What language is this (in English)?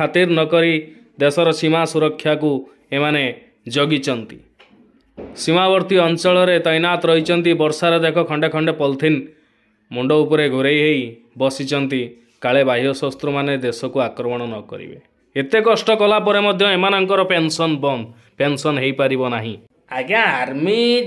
Odia